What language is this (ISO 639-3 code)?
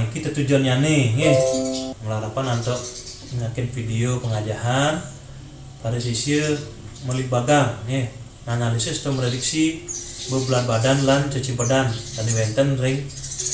ban